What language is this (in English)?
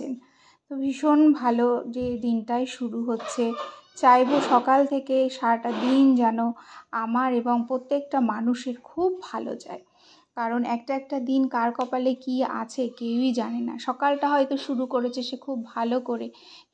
Bangla